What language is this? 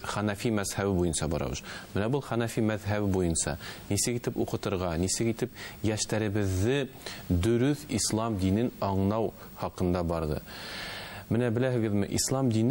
Bashkir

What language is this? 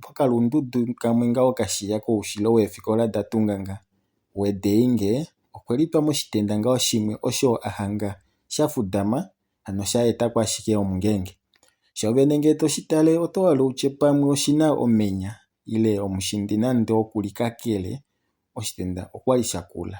Kuanyama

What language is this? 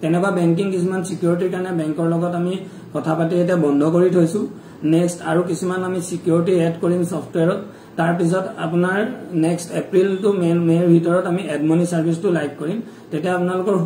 Assamese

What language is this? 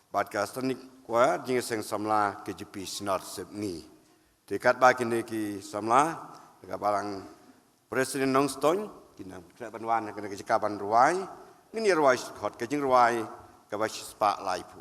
Khasi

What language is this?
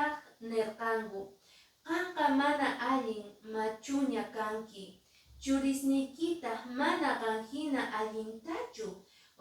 Quechua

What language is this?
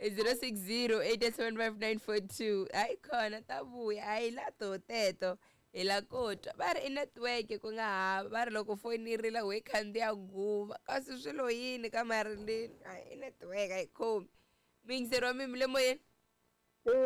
Tsonga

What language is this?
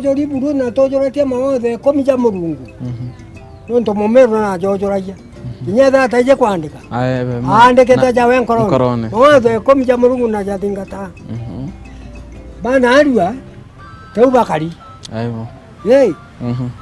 Meru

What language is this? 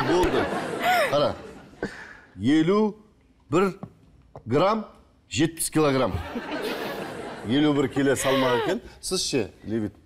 Kazakh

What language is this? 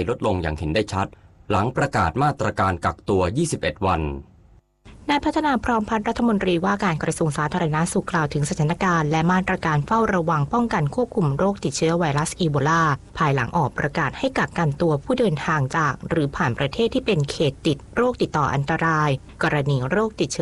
Thai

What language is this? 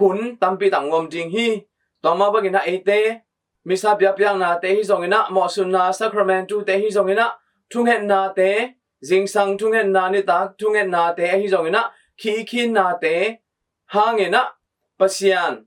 Tedim Chin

